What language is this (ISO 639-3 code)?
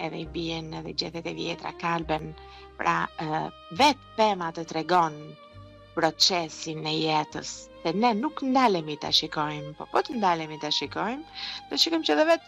sqi